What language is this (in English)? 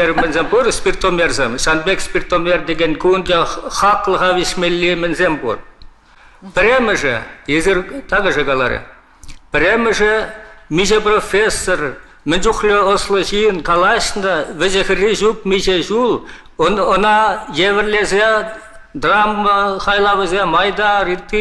Chuvash